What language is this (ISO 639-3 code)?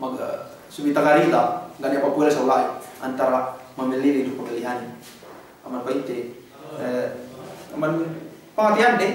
yka